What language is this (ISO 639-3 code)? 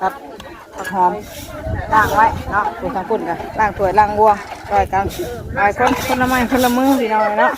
tts